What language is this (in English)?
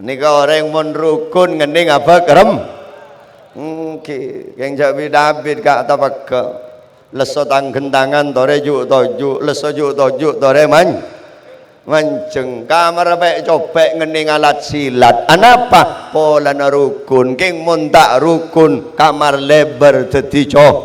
Madurese